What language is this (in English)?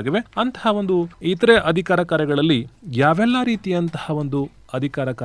Kannada